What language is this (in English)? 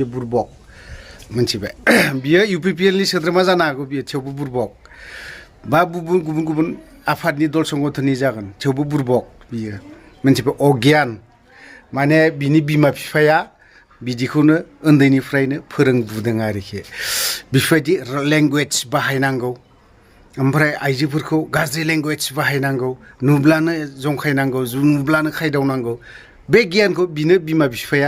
Bodo